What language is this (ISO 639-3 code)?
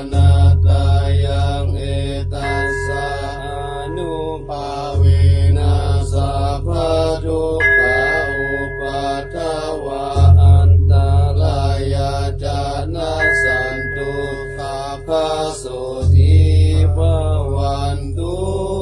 pli